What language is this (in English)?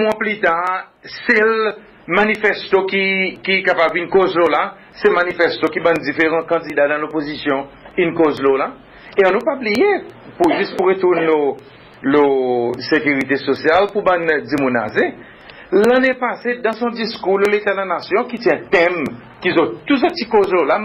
Seselwa Creole French